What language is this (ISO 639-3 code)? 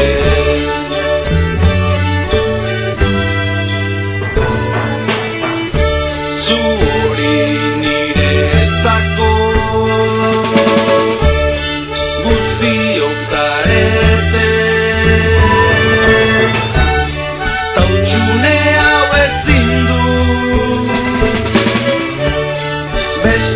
eus